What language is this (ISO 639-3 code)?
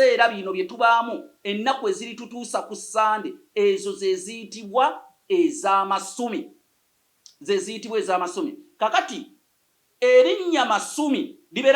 lug